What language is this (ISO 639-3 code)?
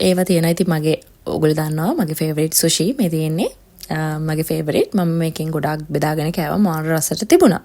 sin